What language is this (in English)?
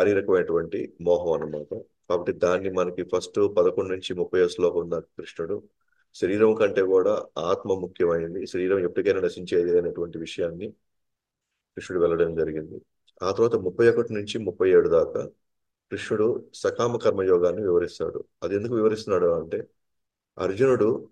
Telugu